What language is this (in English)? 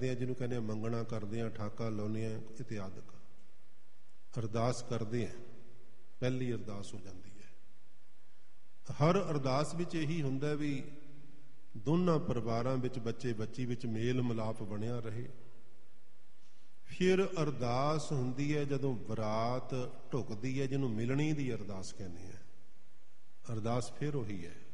Punjabi